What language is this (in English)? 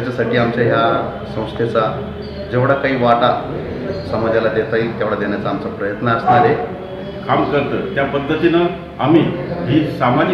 Marathi